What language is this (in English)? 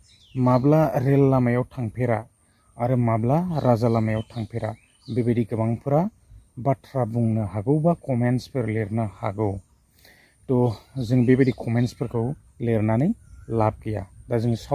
Bodo